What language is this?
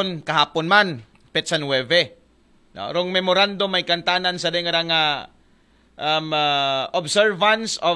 Aklanon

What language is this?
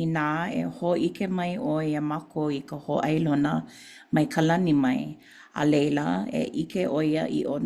Hawaiian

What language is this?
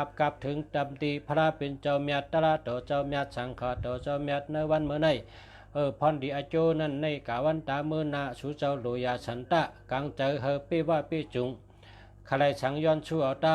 Shan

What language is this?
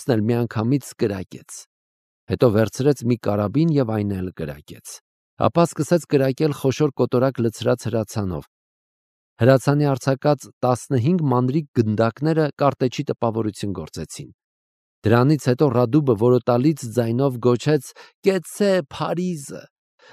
Armenian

